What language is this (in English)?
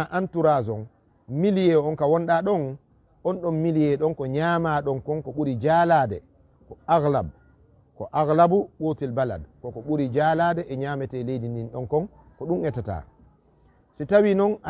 Fula